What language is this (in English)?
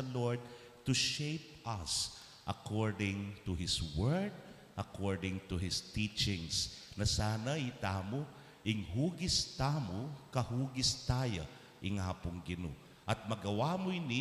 Pampanga